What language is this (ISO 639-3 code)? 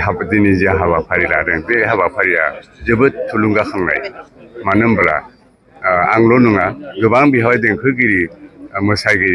brx